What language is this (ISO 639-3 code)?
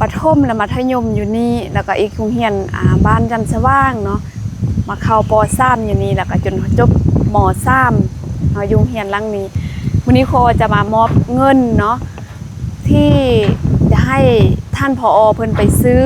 lao